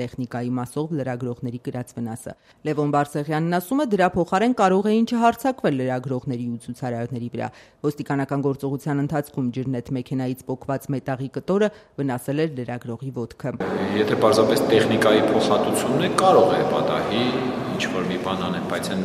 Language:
Armenian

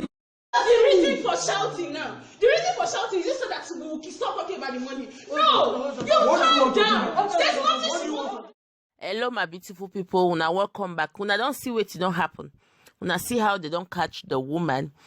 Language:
Nigerian Pidgin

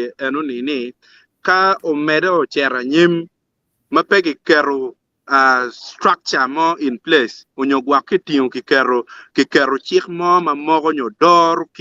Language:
Acoli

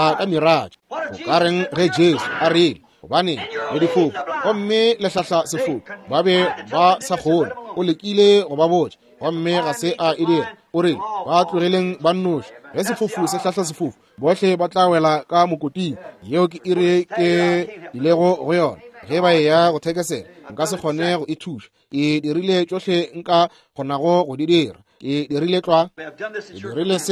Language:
Northern Sotho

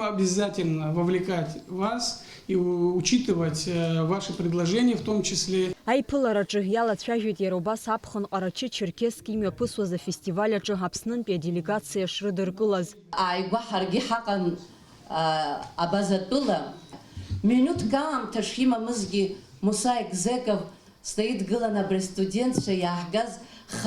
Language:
Abkhazian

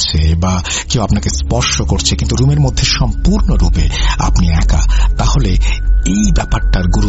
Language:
Bangla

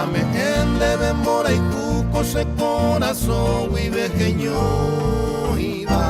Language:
Guarani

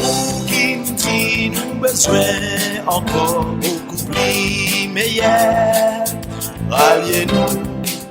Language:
Seselwa Creole French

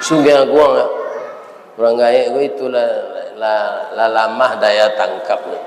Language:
Minangkabau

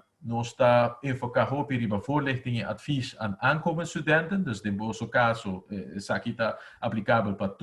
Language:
Papiamento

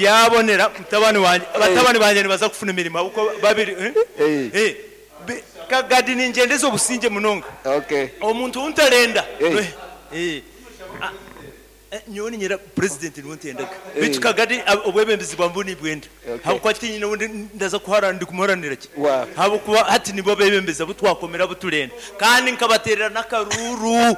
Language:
Nyoro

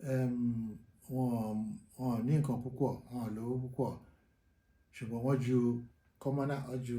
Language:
Yoruba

